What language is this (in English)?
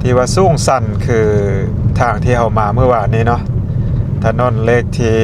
Lao